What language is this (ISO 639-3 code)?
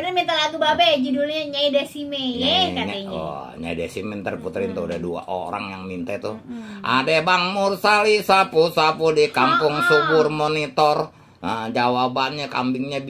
bew